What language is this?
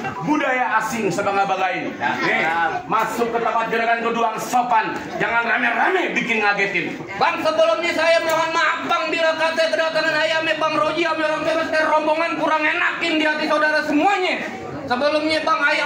Betawi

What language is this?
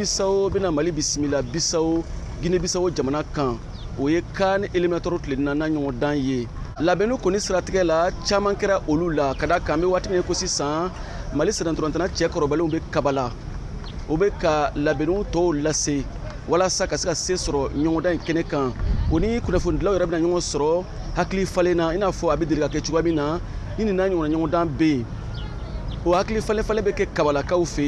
Bambara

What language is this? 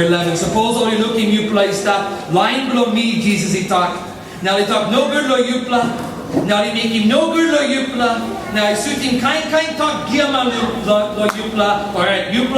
Tok Pisin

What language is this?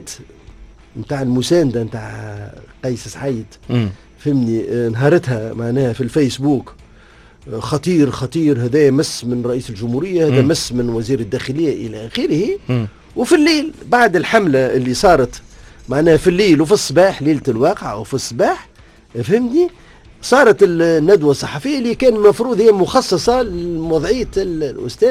Tunisian Arabic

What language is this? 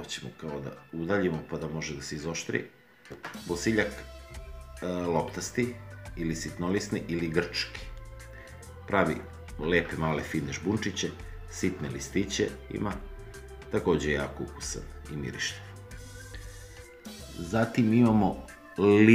Serbian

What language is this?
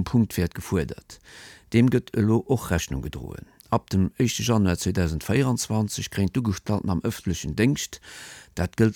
Luxembourgish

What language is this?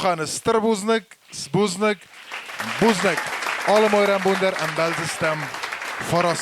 Ossetic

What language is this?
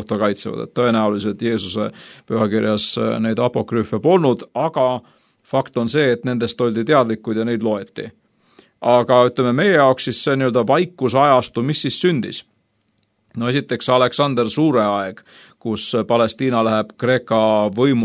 Estonian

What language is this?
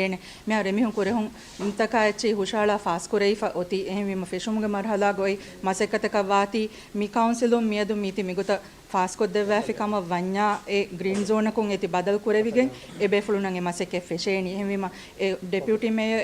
Divehi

